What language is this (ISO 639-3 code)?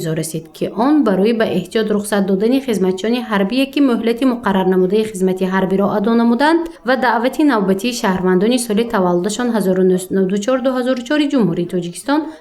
tgk